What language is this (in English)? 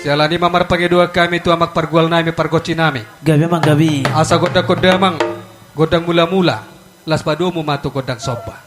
Batak Toba